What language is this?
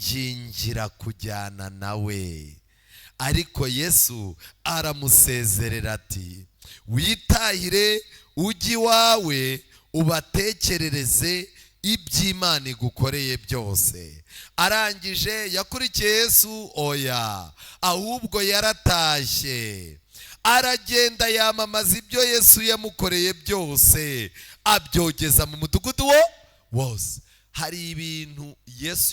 Kinyarwanda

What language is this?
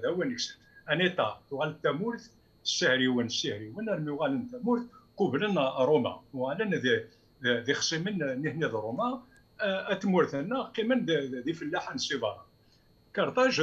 Kabyle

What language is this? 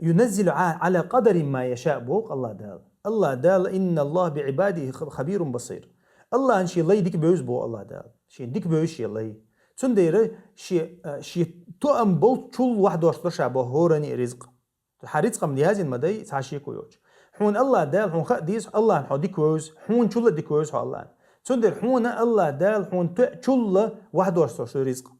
Chechen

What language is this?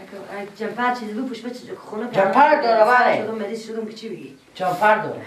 Persian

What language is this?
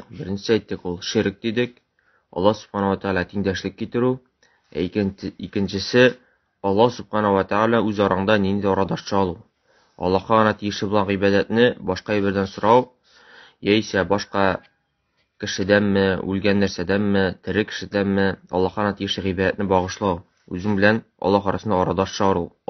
Tatar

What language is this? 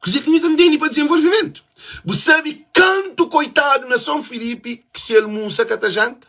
Kabuverdianu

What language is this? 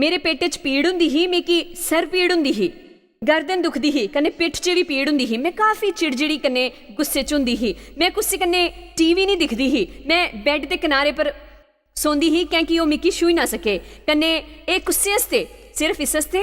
Dogri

